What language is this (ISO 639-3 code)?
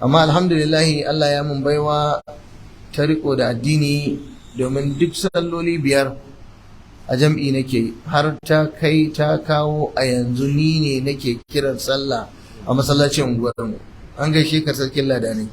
hau